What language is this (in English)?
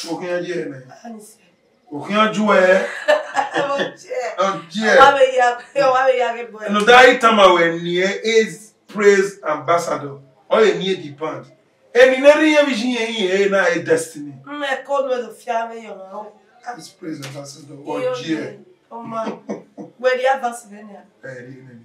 Bini